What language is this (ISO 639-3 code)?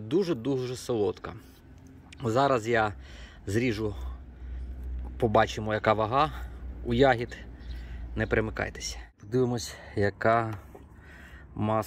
ukr